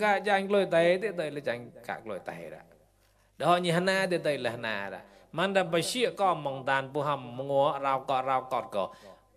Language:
Mon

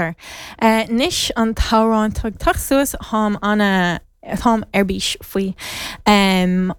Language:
Irish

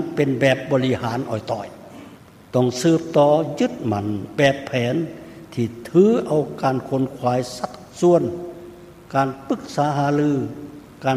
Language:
Lao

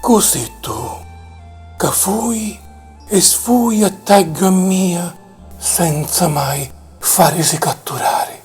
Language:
Sicilian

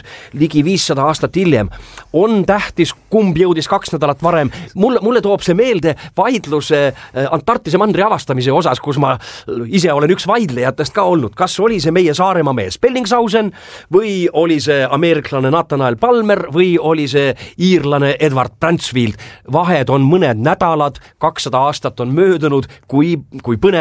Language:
Estonian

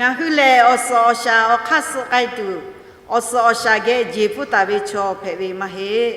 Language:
Lahu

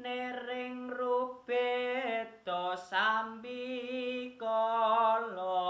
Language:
Javanese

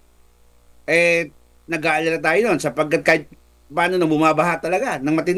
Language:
Filipino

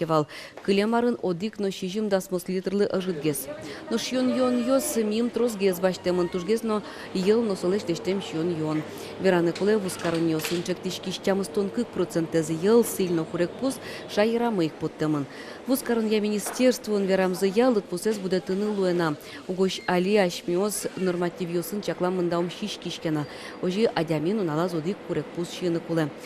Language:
Udmurt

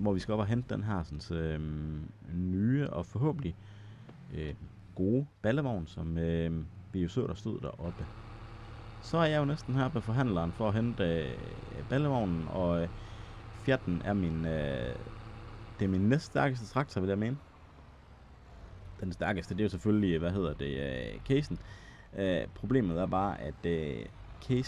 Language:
Danish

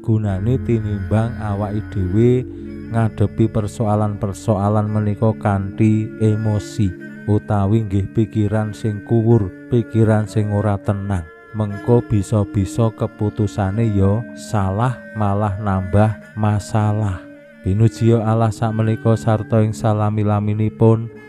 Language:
Javanese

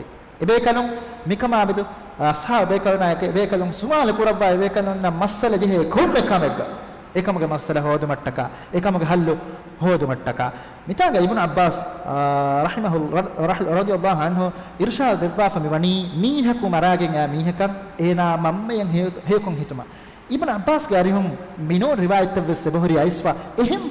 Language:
Divehi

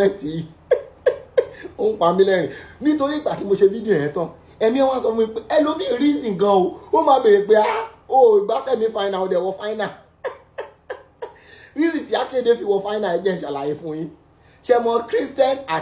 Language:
Yoruba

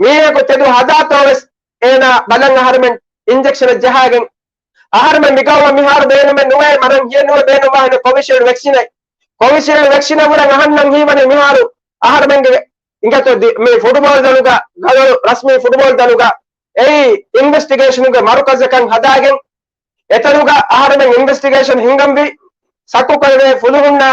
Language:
Divehi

